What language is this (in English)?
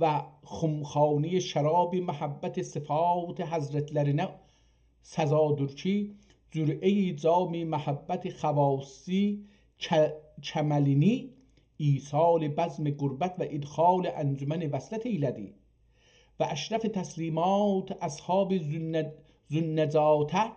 South Azerbaijani